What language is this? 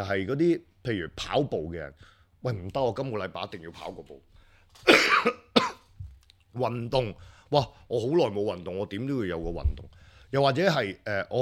Cantonese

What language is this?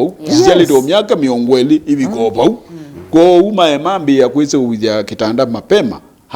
Kamba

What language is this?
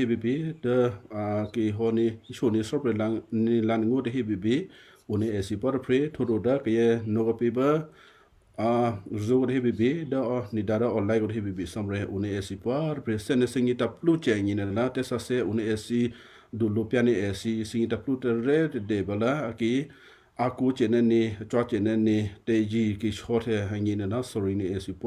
Western Kayah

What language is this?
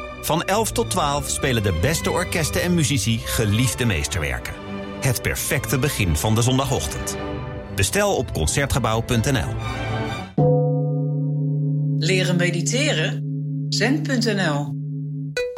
Dutch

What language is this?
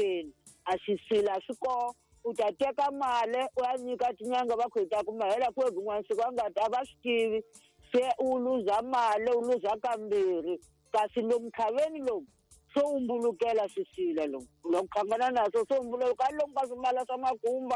Tsonga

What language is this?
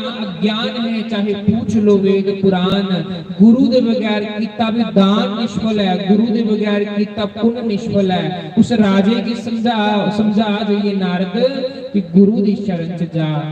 Dogri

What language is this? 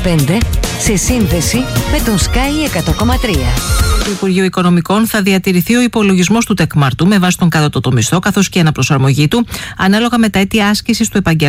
Greek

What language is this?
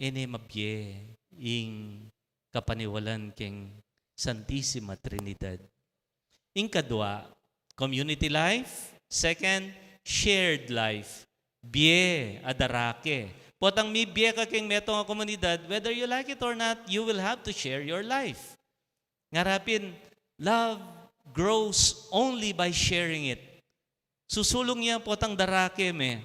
Pampanga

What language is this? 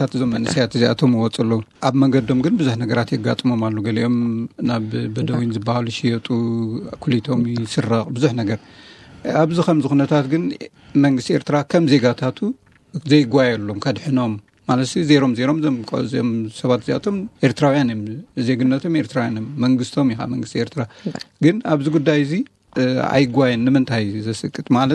Tigrinya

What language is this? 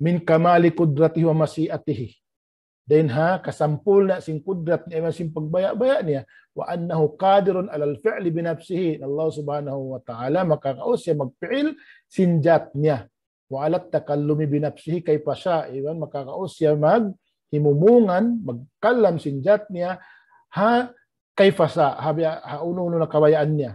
Tausug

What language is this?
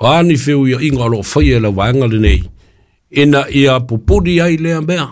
Samoan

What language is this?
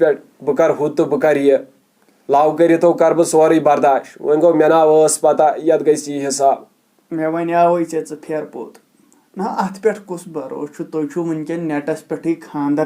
Kashmiri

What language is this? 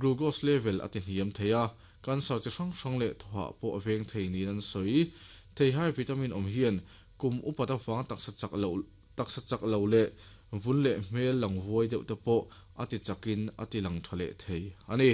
Mizo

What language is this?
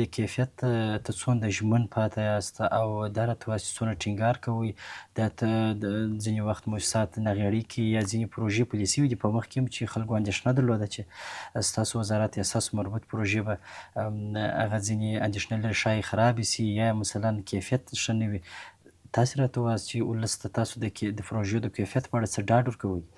Pashto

